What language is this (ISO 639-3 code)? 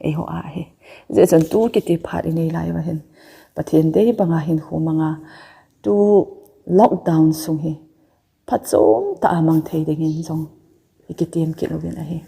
tcz